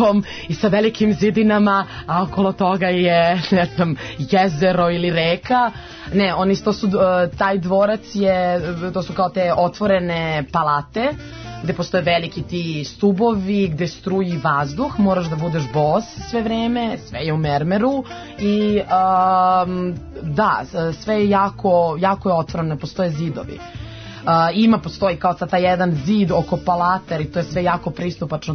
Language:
Serbian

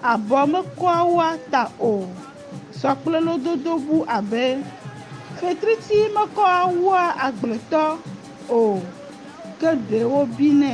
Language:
Ewe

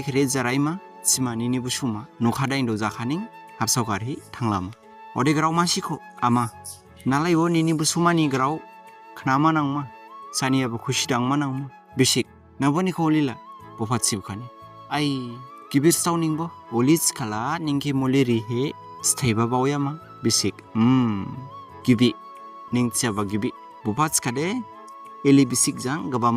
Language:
Dimasa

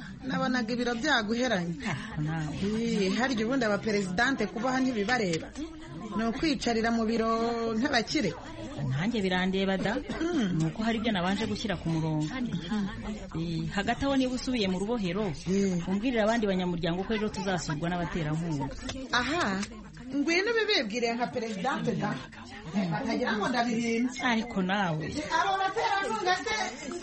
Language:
Kinyarwanda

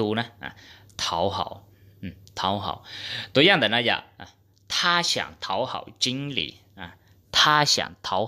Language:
Hmong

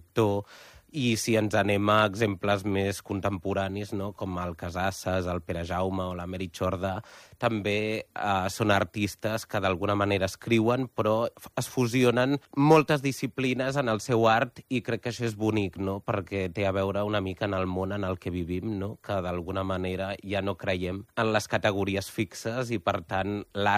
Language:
Catalan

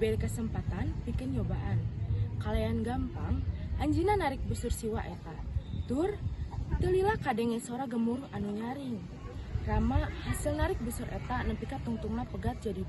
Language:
Sundanese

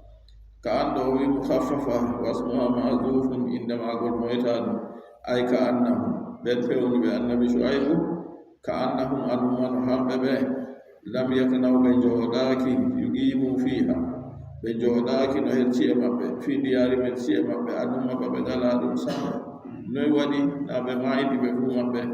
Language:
Adamawa Fulfulde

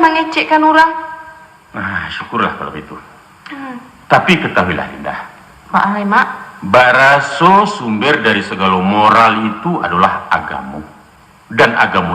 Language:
Minangkabau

